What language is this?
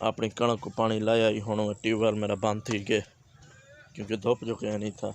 Saraiki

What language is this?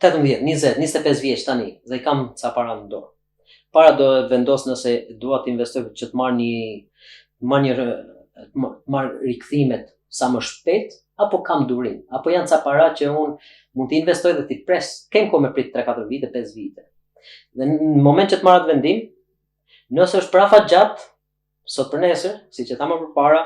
Albanian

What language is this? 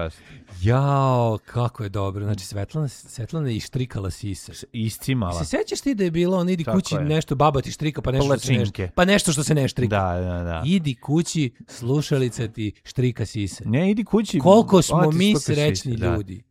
Serbian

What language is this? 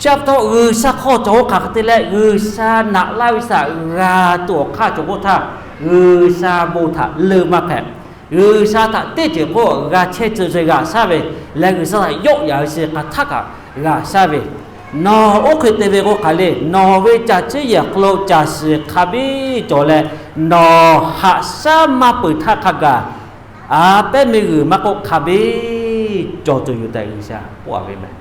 Lahu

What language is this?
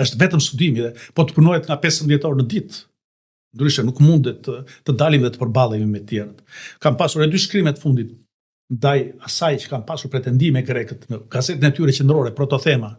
Albanian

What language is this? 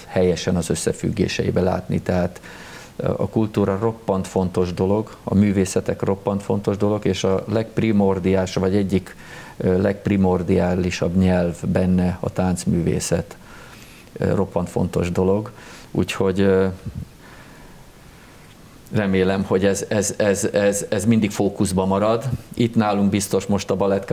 Hungarian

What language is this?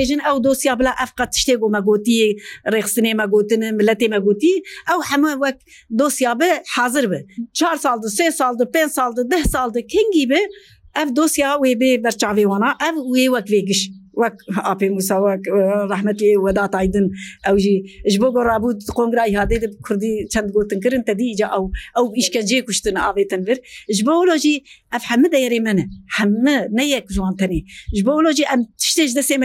Kurdish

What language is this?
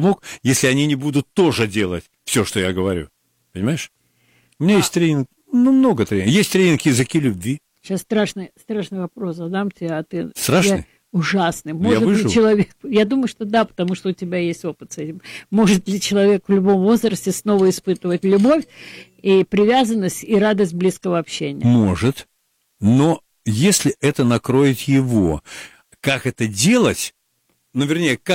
Russian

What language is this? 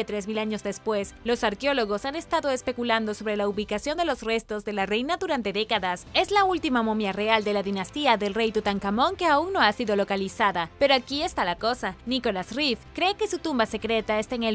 Spanish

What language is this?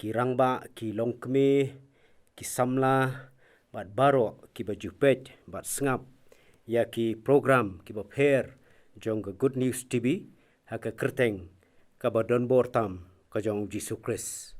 Khasi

